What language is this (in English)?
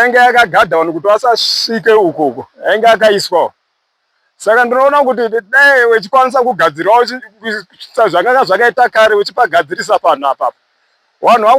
Shona